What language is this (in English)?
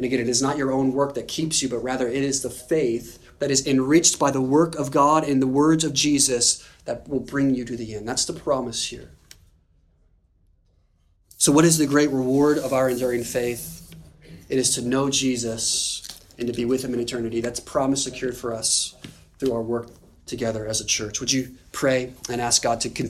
English